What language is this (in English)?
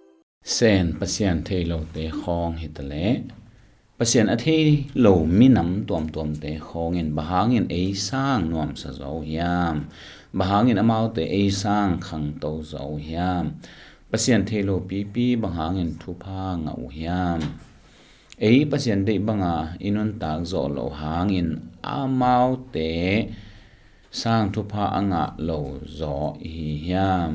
Tedim Chin